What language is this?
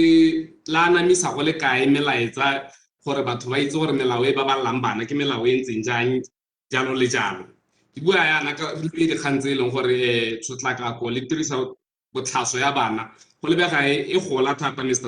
Tswana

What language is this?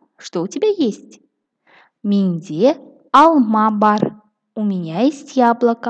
Kazakh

